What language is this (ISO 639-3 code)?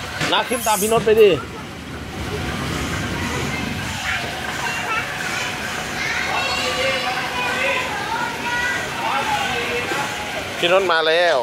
tha